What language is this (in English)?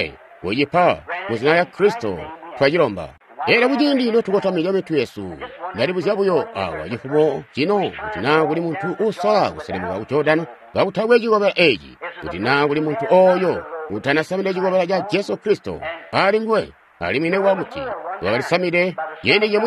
Tonga (Zambia)